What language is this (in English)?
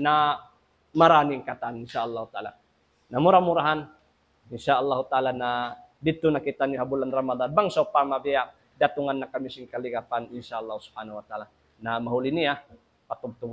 Tausug